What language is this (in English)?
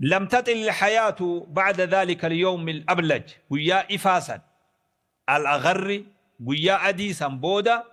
Oromo